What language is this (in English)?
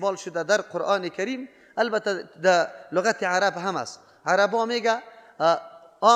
Persian